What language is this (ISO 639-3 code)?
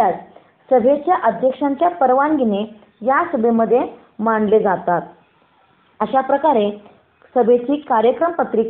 mar